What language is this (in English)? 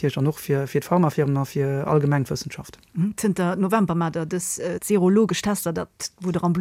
Luxembourgish